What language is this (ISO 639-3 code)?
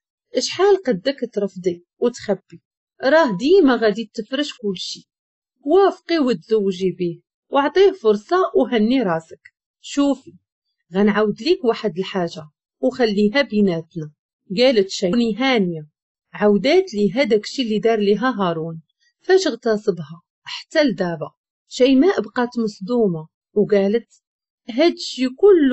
ary